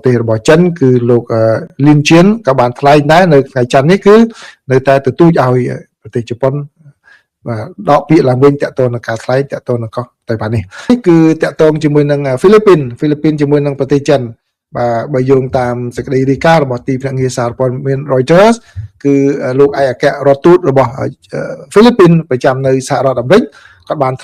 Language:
Khmer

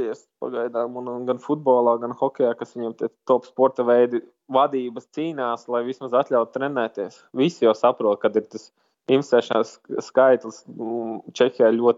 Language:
Latvian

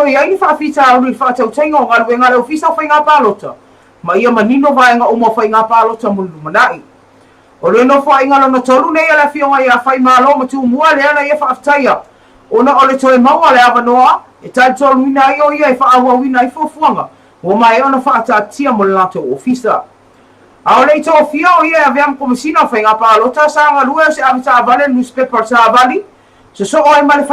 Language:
Samoan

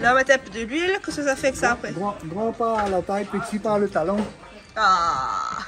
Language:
Réunion Creole French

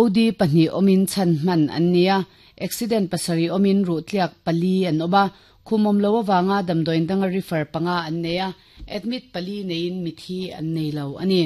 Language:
Mizo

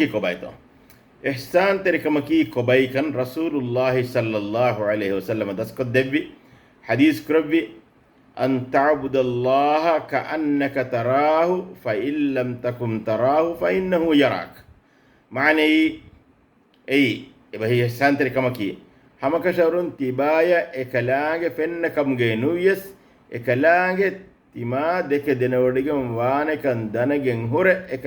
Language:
Divehi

